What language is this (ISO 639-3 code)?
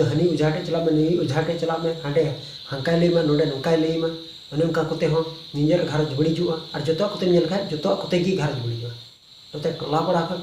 sat